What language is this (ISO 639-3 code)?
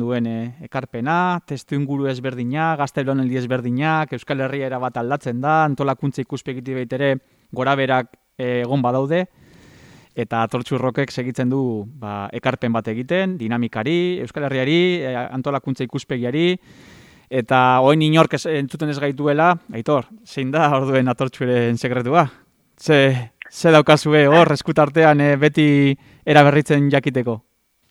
eus